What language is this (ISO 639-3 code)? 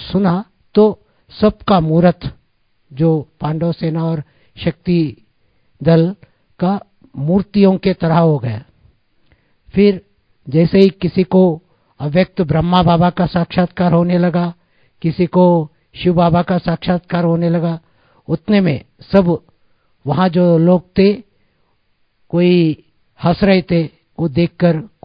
hin